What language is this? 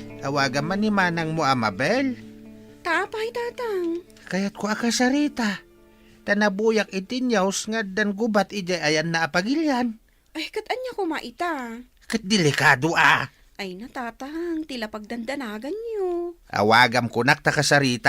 Iloko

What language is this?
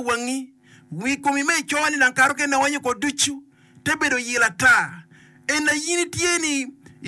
Acoli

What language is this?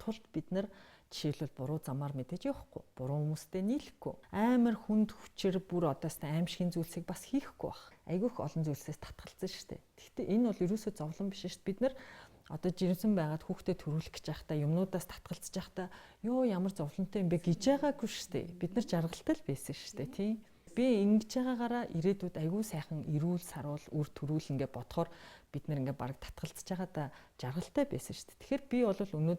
Mongolian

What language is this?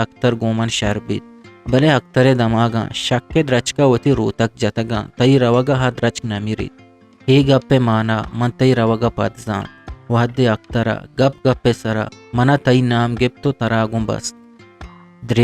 Eastern Balochi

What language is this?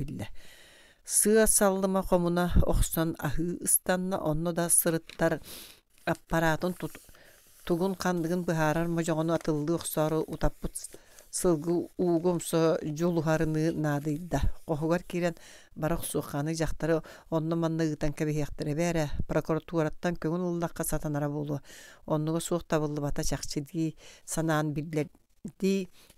Yakut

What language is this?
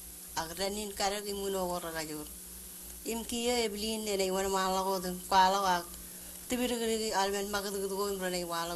Marshallese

